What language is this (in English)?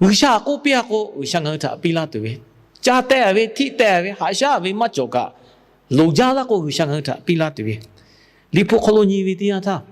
Lahu